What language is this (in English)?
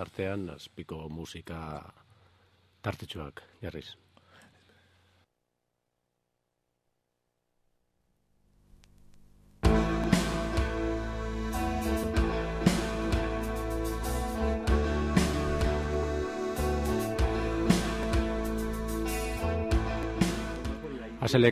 Basque